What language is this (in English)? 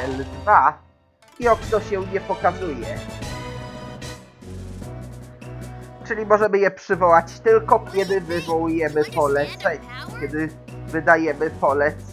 Polish